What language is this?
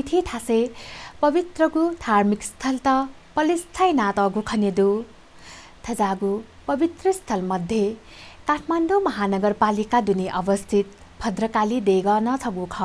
Newari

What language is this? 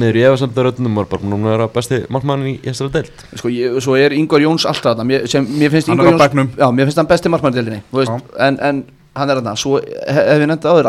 Icelandic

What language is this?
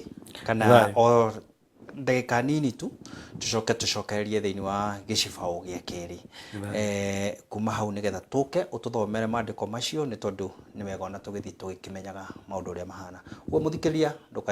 Kikuyu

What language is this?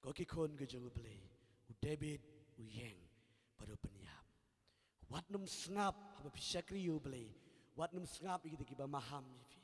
Khasi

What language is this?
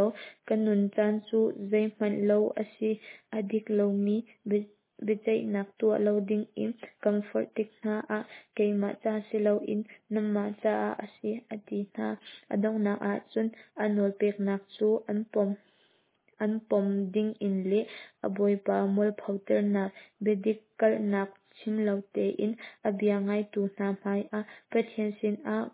Hakha Chin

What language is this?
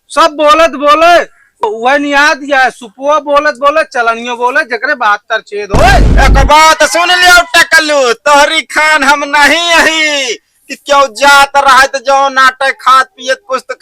Awadhi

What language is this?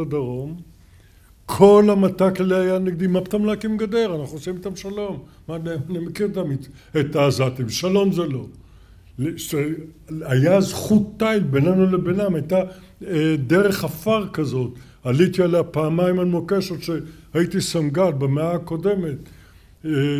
Hebrew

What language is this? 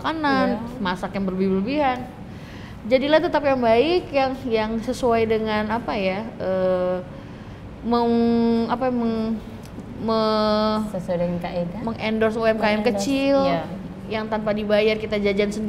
Indonesian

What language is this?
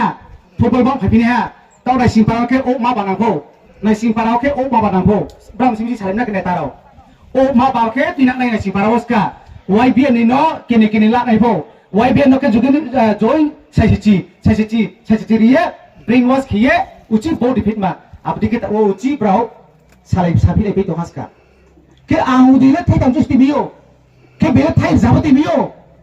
Riang (India)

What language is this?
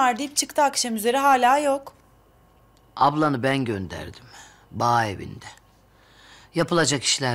Turkish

